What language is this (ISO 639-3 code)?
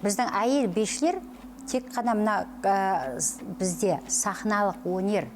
kaz